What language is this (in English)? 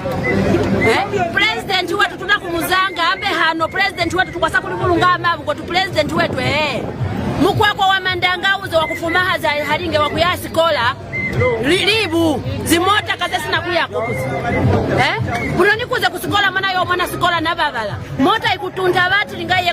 Lozi